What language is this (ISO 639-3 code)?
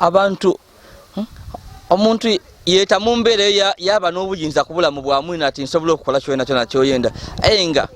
lug